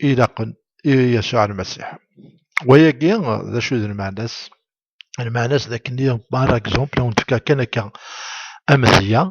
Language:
Kabyle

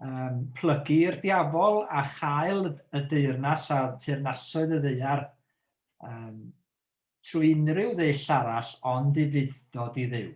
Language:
Welsh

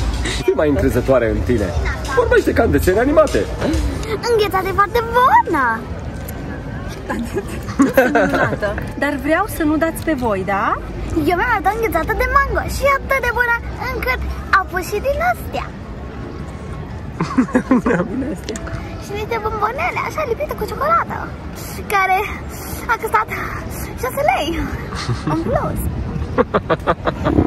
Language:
Romanian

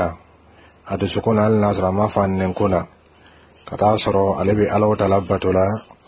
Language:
Bambara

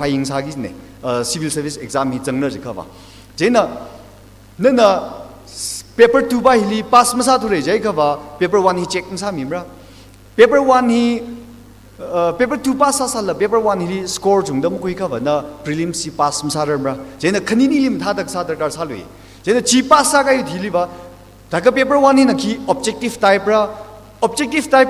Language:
Tangkhul Naga (India)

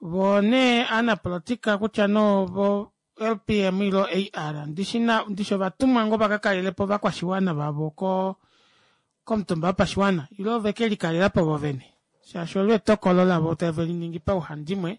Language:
Kuanyama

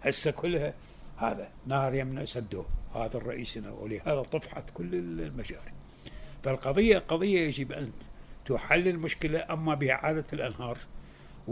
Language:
Mesopotamian Arabic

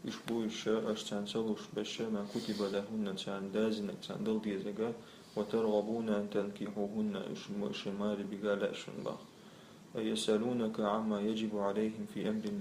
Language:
Chechen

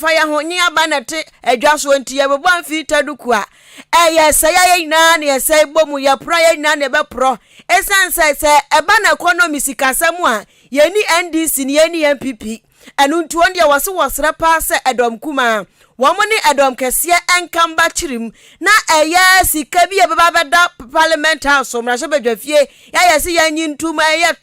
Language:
Akan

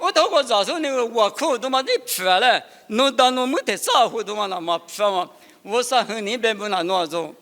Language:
Lisu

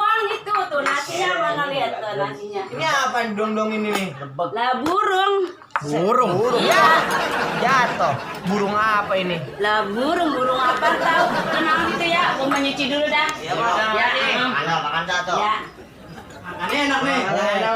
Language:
Betawi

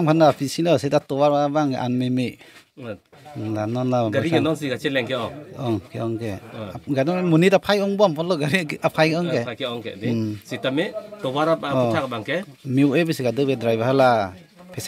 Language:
Karbi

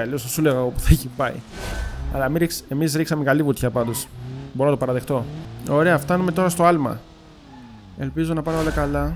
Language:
Greek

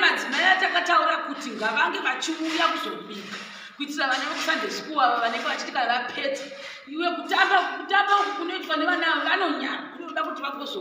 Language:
Shona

